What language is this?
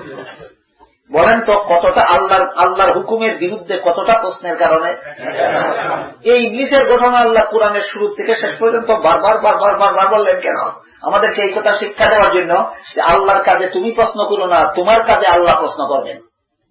Bangla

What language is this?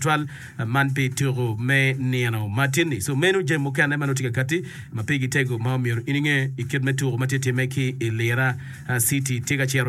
Acoli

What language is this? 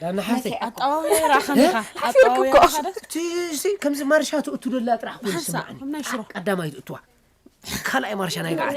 Tigrinya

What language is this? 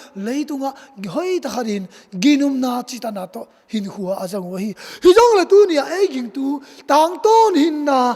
Tedim Chin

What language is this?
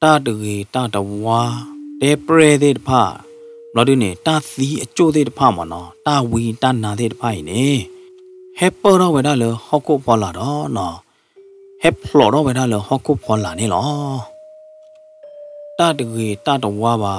S'gaw Karen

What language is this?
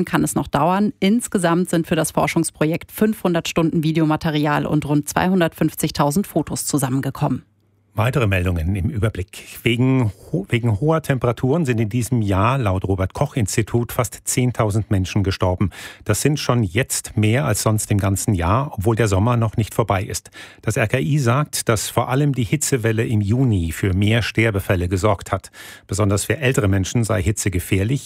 German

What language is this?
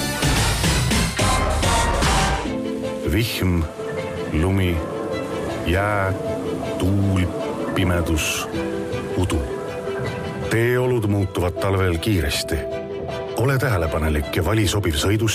Estonian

